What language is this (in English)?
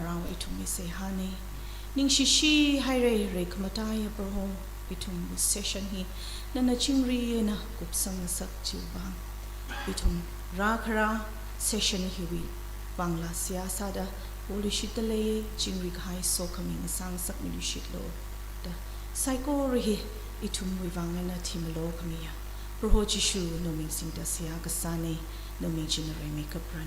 Tangkhul Naga (India)